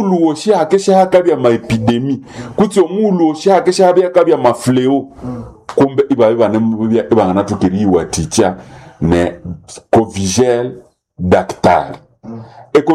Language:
Nande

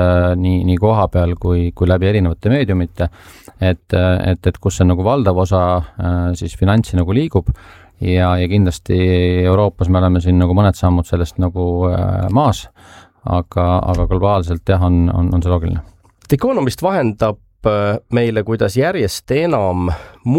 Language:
Estonian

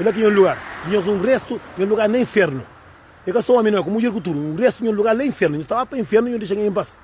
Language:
Kabuverdianu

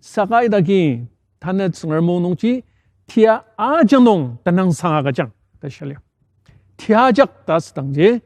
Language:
Ao Naga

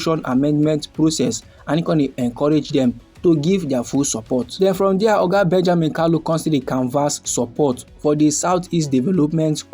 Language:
Nigerian Pidgin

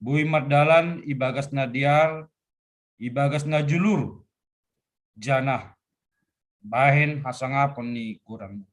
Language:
Batak Simalungun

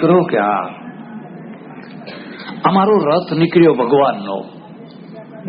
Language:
Gujarati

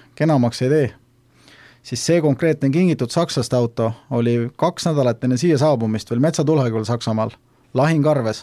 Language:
Estonian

